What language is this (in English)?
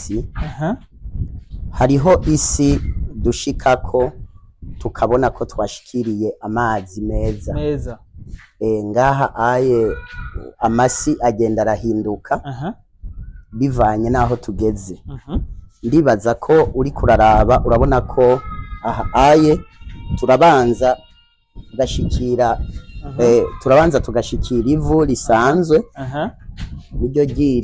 Rundi